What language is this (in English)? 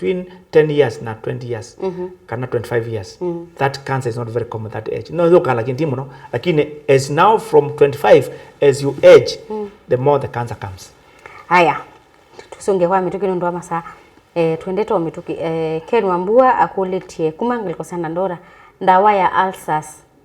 Kamba